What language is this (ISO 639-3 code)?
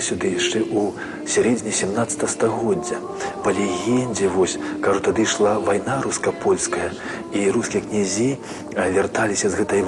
bel